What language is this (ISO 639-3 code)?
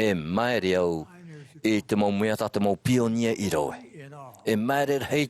tah